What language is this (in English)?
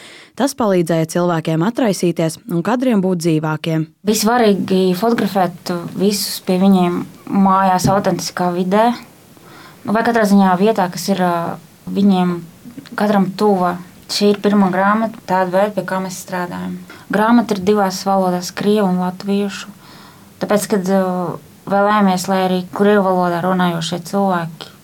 Latvian